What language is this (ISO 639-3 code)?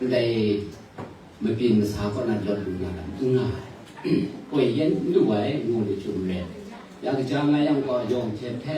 kac